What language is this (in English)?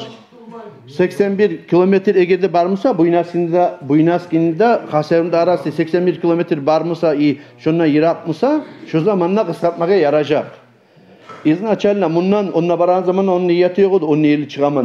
Kumyk